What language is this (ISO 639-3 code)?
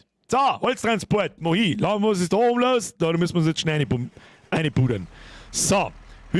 bar